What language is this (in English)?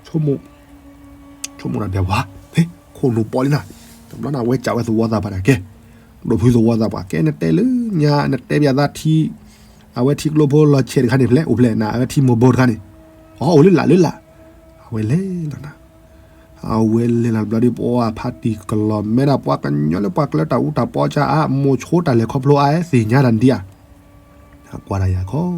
S'gaw Karen